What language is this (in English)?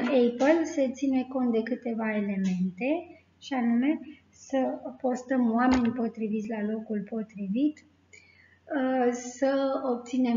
Romanian